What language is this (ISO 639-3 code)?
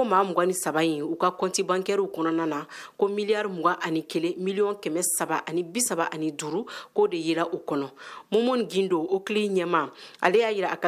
bam